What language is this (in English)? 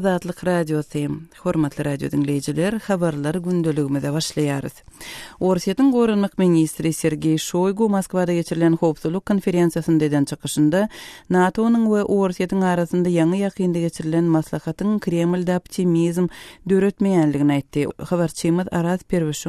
Turkmen